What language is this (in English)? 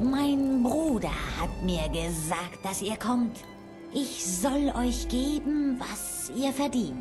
Bavarian